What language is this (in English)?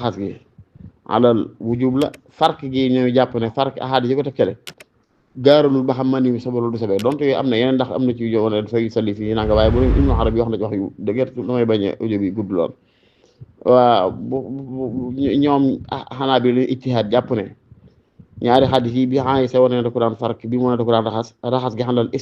Wolof